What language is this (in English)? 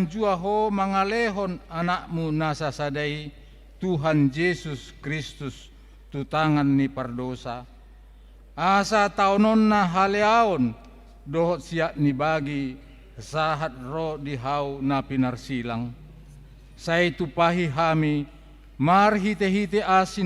Batak Toba